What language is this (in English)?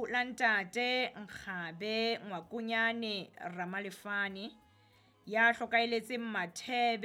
Southern Sotho